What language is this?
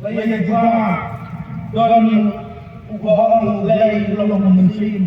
Khasi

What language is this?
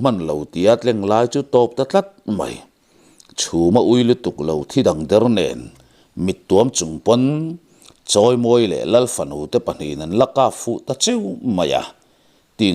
Mizo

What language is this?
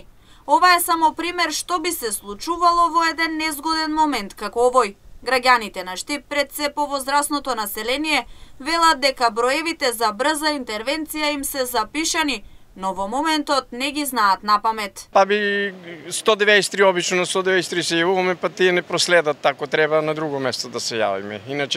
Macedonian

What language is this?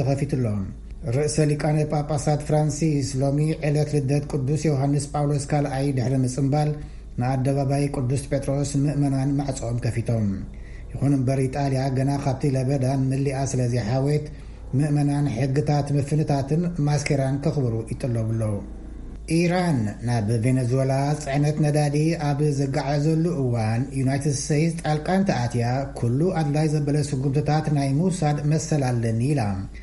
Tigrinya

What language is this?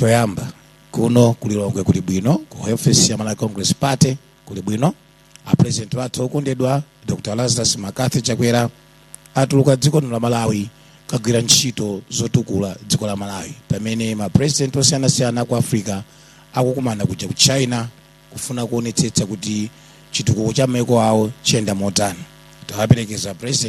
Nyanja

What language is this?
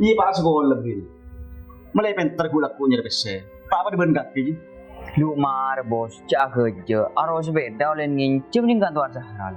Madurese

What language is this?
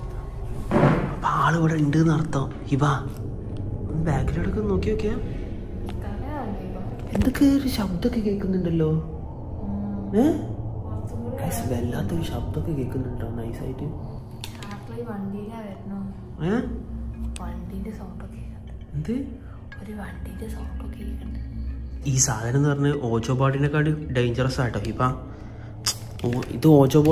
Malayalam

